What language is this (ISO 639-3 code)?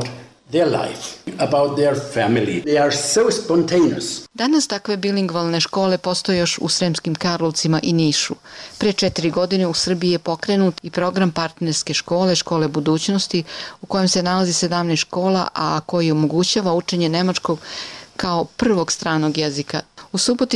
srp